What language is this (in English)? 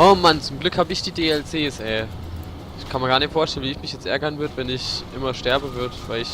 Palatine German